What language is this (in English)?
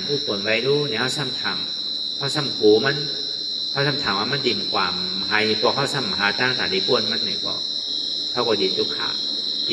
Shan